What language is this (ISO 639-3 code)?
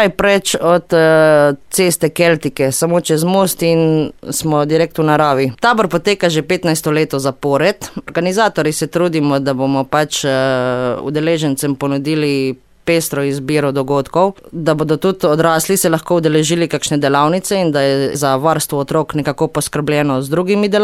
slv